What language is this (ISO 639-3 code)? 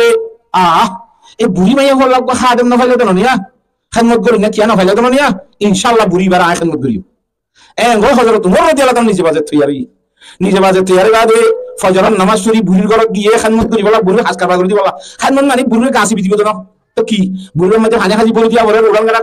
rhg